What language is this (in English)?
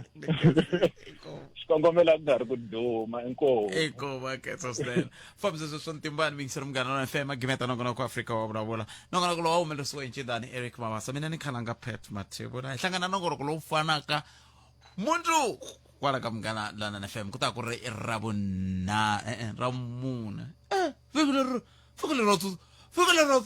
Tsonga